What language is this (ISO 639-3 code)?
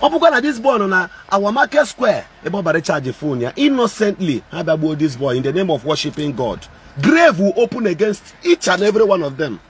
ibo